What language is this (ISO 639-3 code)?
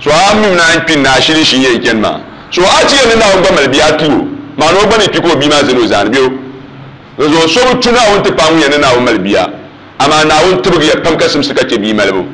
dag